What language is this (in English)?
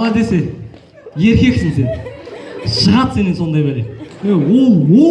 Kazakh